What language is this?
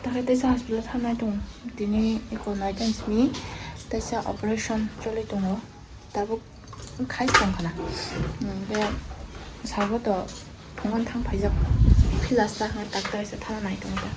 Kok Borok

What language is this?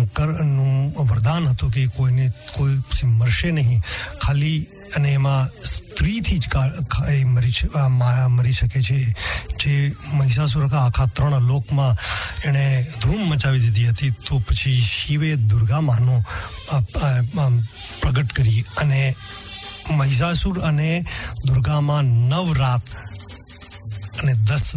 Gujarati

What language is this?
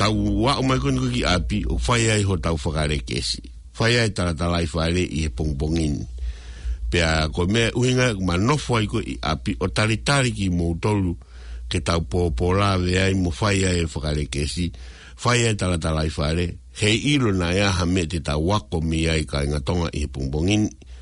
Tongan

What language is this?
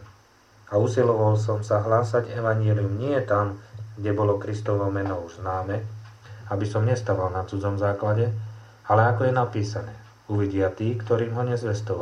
Slovak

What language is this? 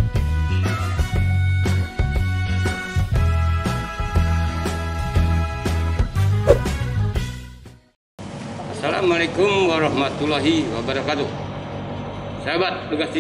Indonesian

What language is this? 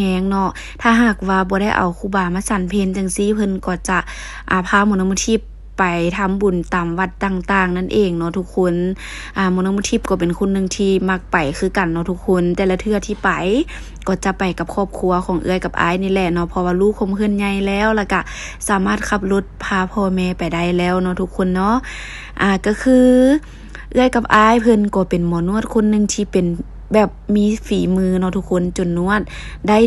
Lao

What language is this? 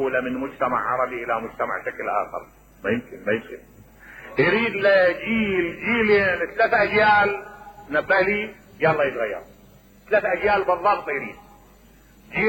Mesopotamian Arabic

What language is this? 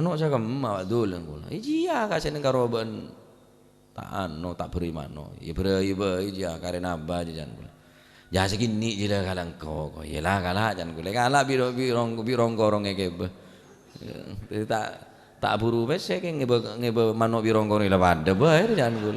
Madurese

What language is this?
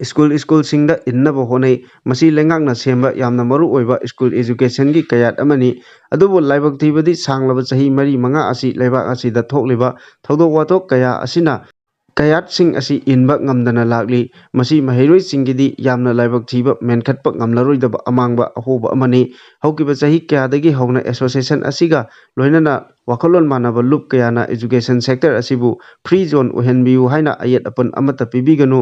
Manipuri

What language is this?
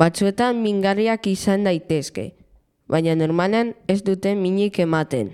Basque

